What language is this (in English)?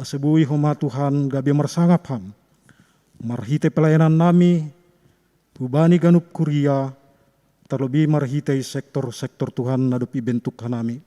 Batak Simalungun